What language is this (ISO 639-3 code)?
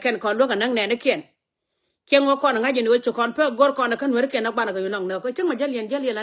nus